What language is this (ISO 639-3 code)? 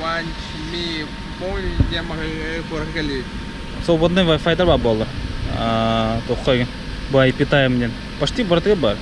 sah